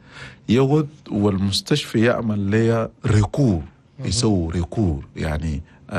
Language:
Chadian Arabic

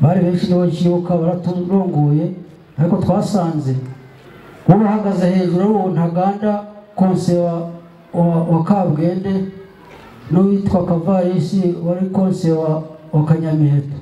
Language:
Kinyarwanda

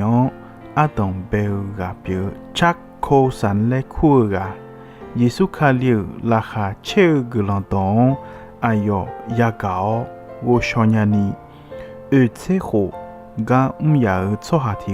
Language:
Akha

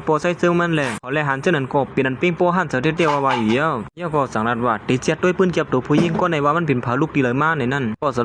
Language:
Shan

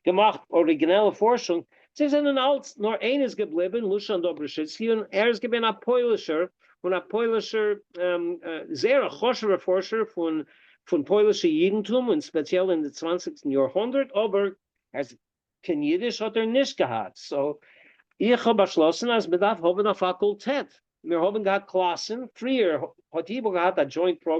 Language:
Yiddish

